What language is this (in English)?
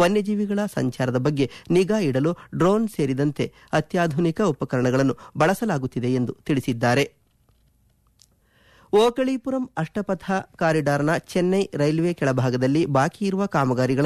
Kannada